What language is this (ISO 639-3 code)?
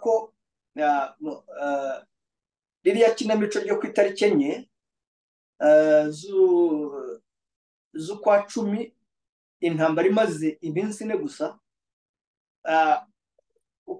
kin